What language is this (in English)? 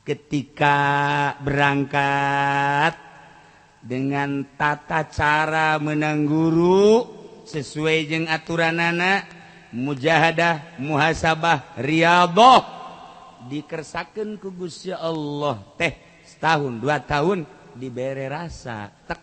Sundanese